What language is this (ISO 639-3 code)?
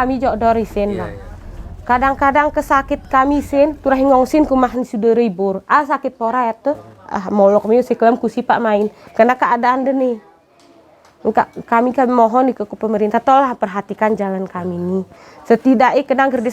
ace